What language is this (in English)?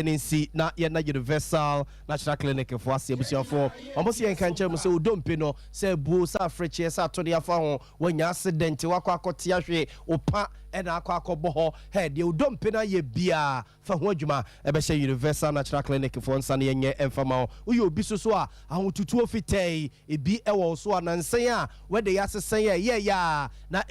Akan